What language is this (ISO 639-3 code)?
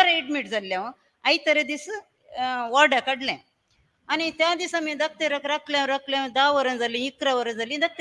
kok